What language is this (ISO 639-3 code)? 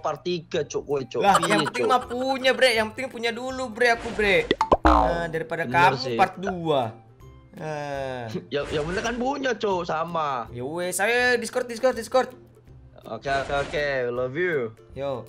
ind